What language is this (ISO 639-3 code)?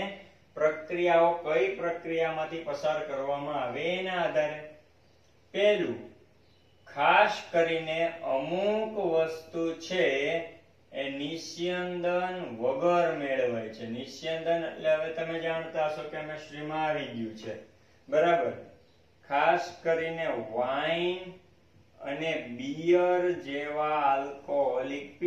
guj